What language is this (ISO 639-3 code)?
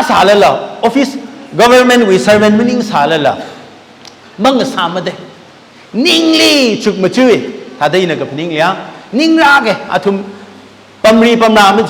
nmf